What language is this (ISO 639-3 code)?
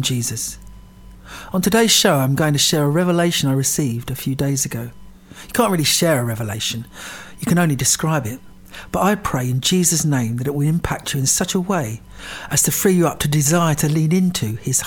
eng